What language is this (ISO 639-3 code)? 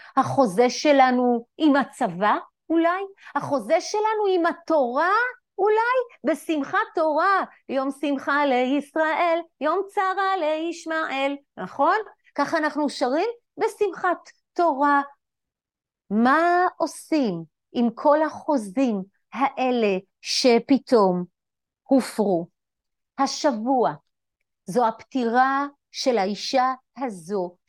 heb